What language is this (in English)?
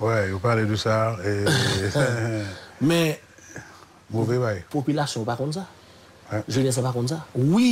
Haitian Creole